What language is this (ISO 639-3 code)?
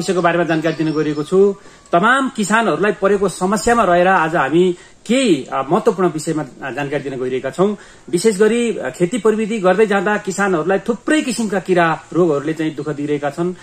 nep